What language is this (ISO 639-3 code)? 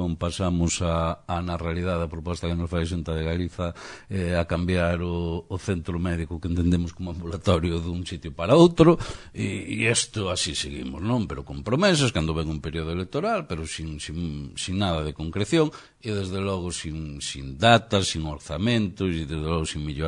glg